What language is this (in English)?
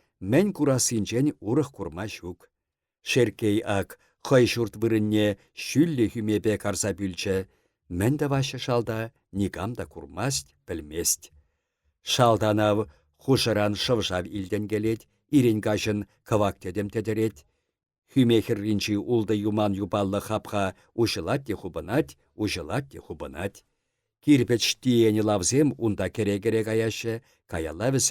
Chuvash